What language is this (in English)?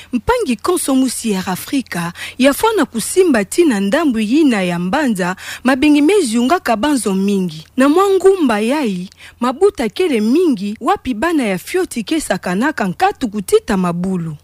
Kituba (Democratic Republic of Congo)